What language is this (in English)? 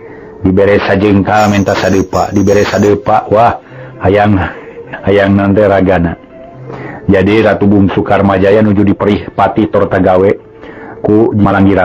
Sundanese